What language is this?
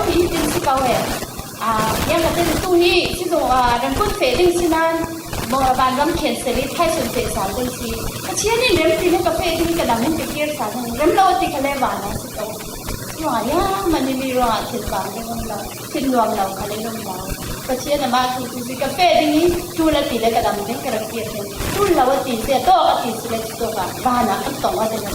Falam Chin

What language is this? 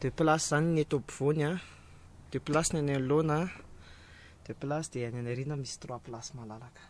Malagasy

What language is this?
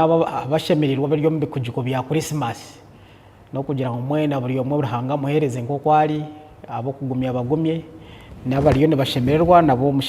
Nyankole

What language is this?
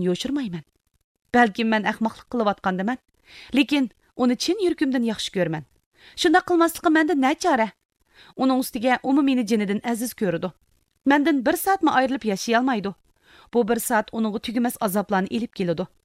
Uyghur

